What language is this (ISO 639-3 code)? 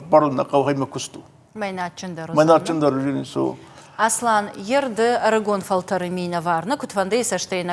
oss